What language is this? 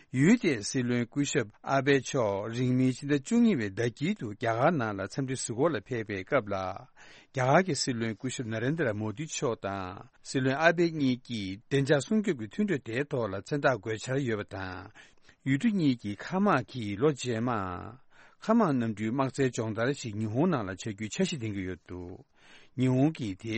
Tibetan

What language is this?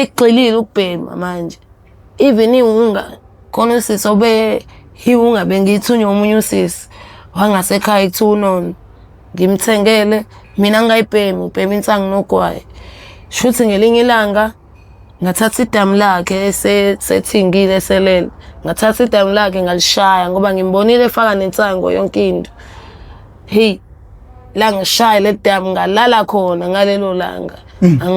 Zulu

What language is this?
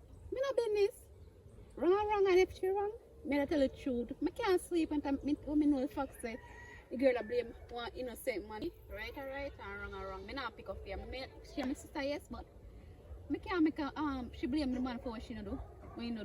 Jamaican Creole English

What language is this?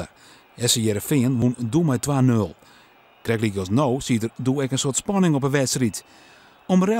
Western Frisian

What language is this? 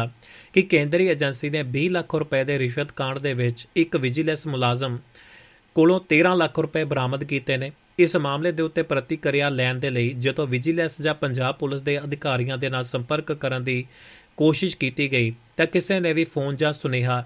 Punjabi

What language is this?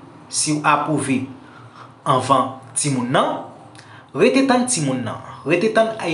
Haitian Creole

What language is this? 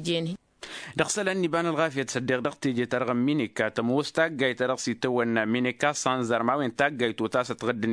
Tamasheq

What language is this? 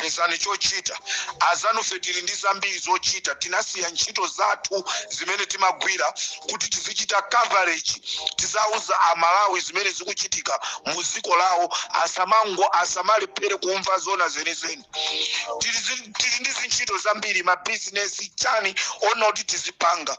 Nyanja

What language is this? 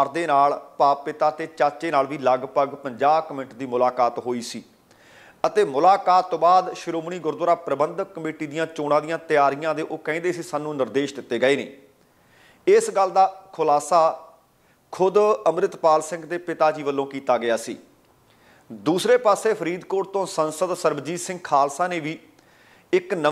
Punjabi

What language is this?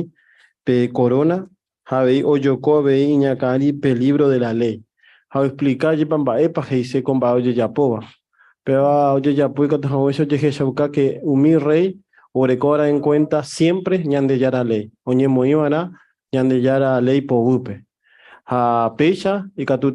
Guarani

